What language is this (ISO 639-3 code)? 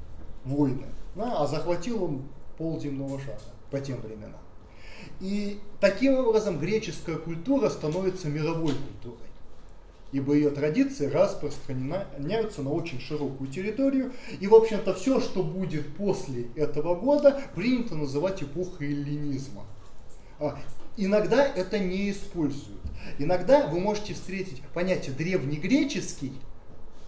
rus